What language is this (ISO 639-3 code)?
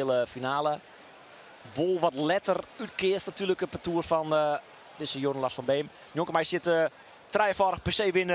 fry